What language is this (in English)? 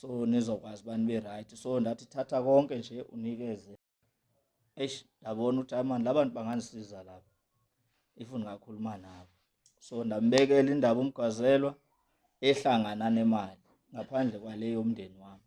Zulu